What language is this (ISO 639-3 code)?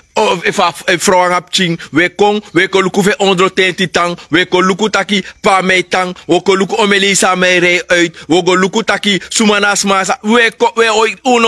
srn